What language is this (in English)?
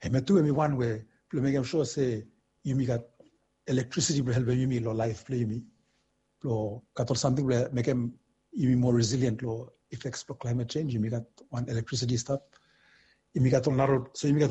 Bislama